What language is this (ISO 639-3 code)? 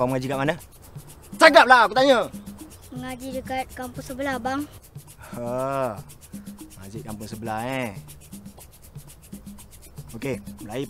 msa